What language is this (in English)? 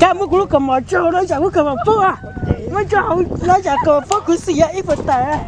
Hmong